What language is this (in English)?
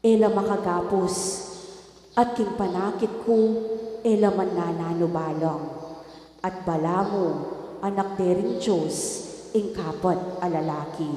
Pampanga